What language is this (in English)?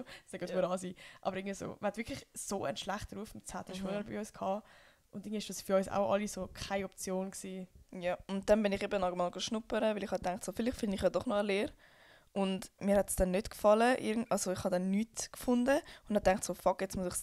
Swiss German